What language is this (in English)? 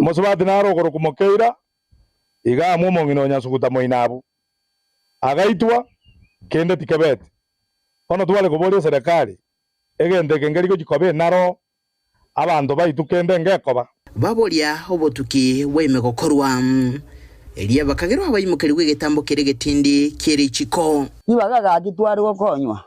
Gusii